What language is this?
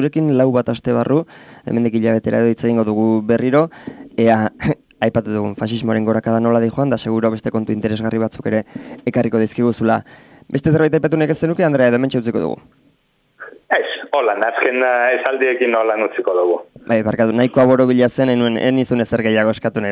Basque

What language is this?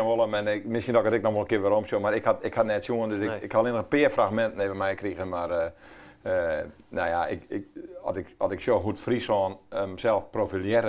Western Frisian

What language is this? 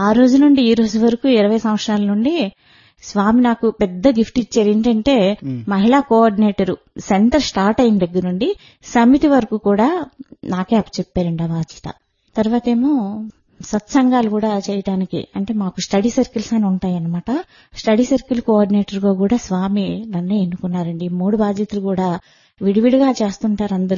Telugu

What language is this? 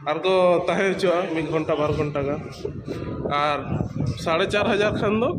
Santali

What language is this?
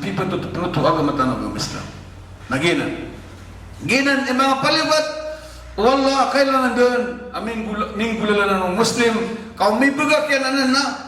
Maranao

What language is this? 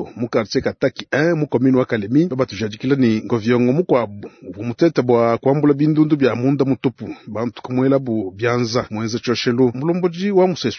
Luba-Lulua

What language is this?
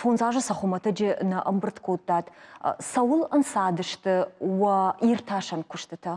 Ossetic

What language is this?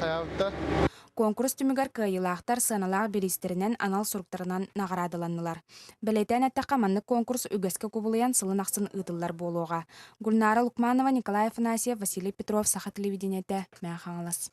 Yakut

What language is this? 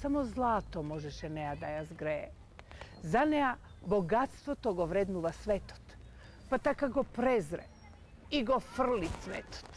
Macedonian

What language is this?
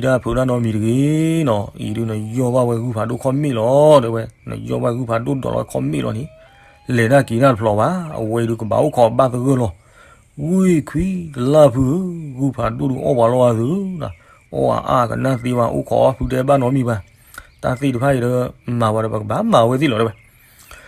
S'gaw Karen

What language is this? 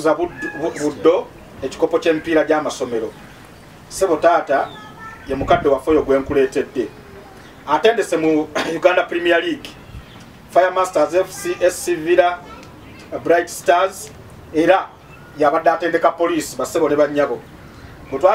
Ganda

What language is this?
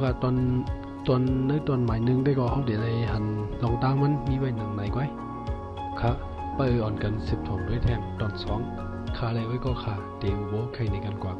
Shan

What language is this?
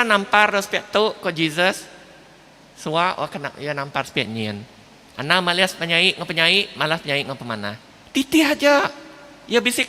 Iban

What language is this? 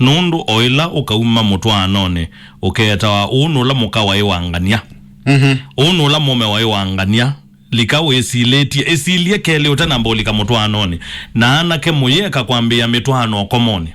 Kamba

